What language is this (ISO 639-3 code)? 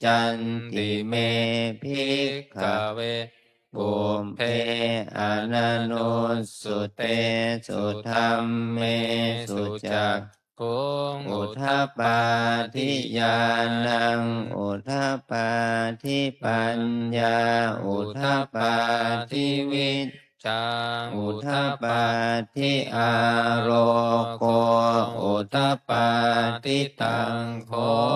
pli